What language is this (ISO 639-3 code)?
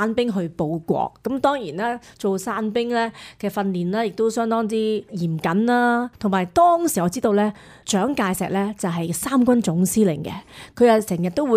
yue